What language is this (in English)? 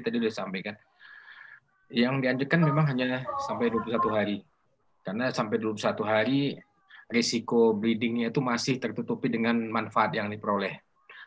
Indonesian